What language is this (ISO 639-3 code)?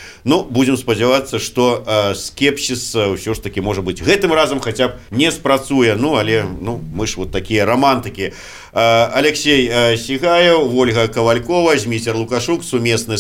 bel